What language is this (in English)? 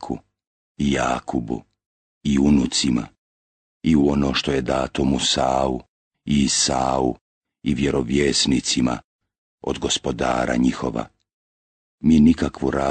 Bosnian